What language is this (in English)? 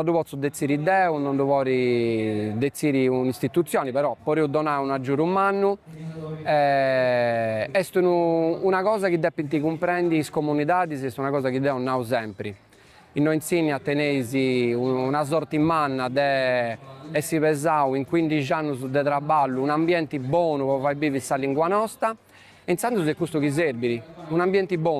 Sardinian